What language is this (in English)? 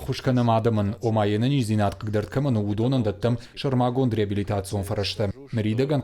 Ossetic